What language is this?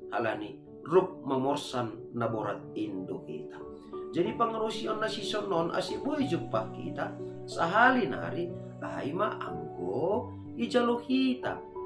Batak Simalungun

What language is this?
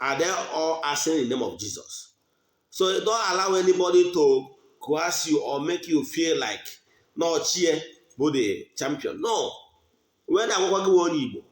Igbo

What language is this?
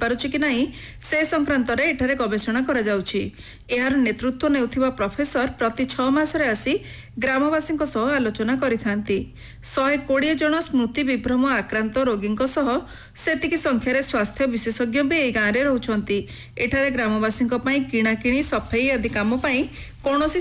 Odia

